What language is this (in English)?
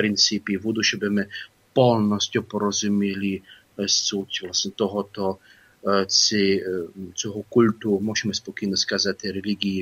Ukrainian